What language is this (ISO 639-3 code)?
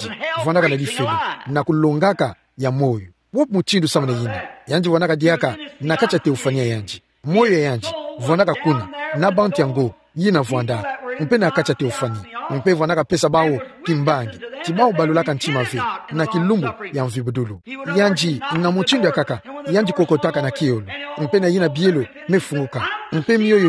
ktu